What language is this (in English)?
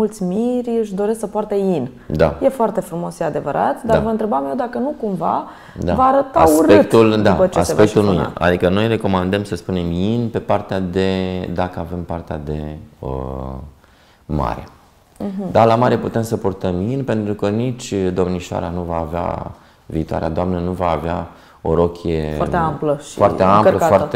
Romanian